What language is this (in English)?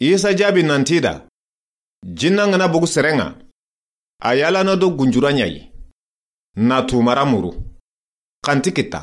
Soninke